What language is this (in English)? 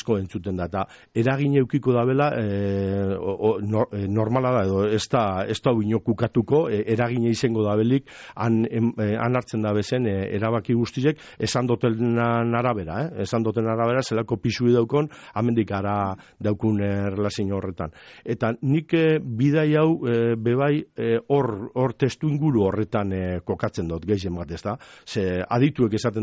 Basque